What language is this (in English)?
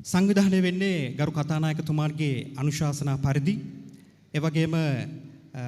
Sinhala